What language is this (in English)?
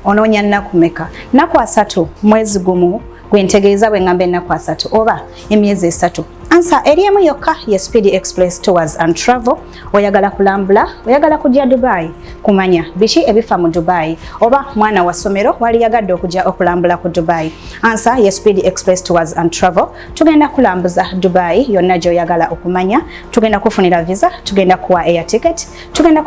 Ganda